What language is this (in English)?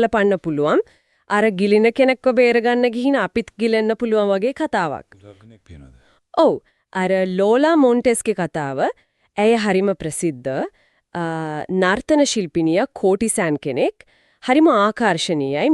Sinhala